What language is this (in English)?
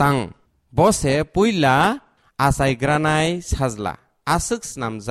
Kok Borok